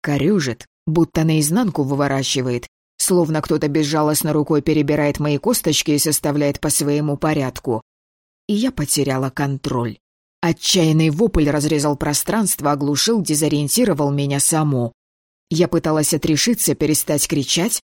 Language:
Russian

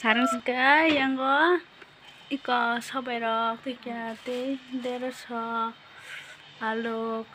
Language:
Kok Borok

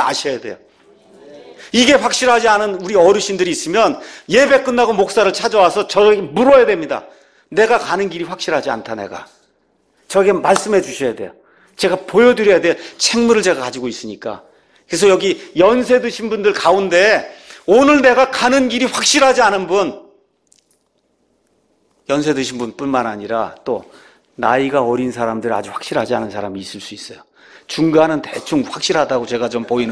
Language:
Korean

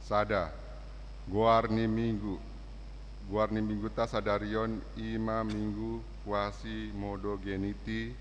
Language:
Batak Toba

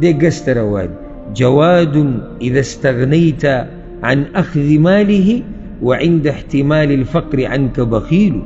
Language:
Pashto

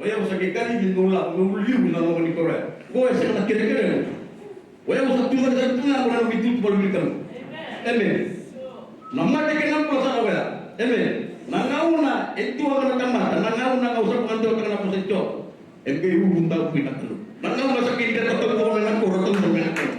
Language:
Fijian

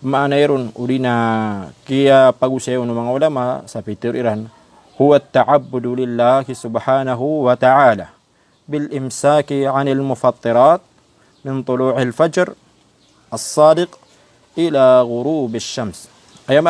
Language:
Maranao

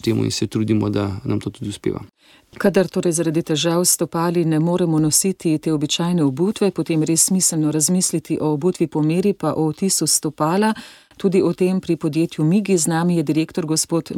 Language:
Slovenian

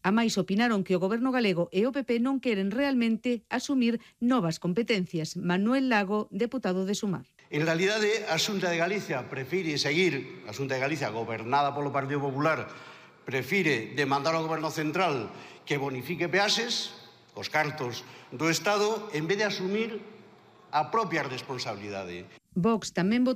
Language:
Galician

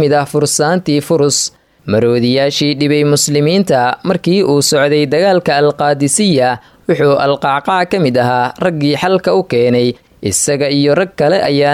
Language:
Somali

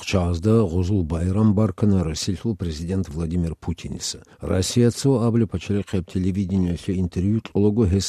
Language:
Avaric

